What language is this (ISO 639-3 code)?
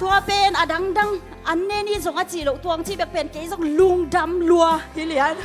ctd